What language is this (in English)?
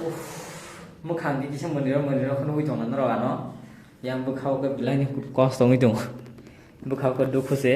Kok Borok